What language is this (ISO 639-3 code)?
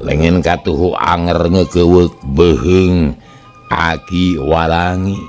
sun